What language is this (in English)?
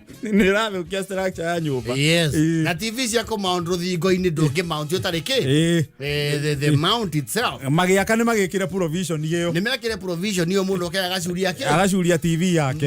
Kikuyu